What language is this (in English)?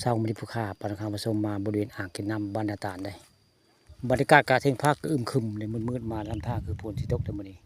Northeastern Thai